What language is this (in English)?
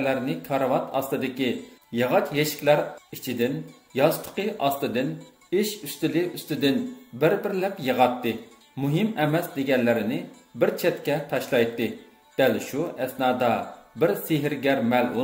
Uyghur